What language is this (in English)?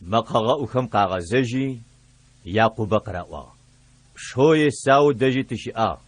Adyghe